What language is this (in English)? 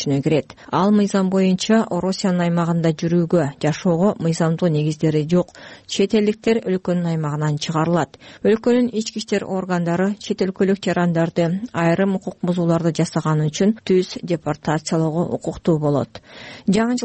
Kyrgyz